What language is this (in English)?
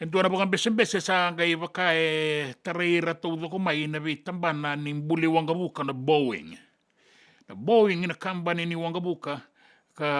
Fijian